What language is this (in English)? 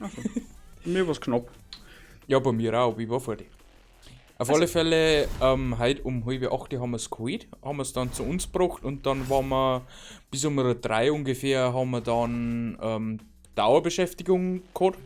Bavarian